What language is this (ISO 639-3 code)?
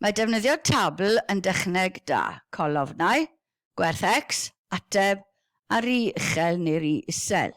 cym